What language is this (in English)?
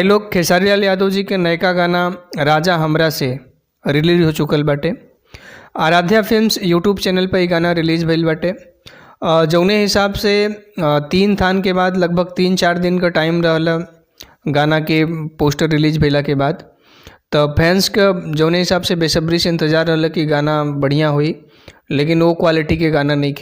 Bhojpuri